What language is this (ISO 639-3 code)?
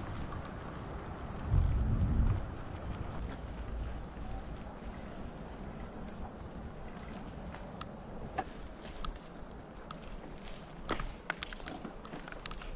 rus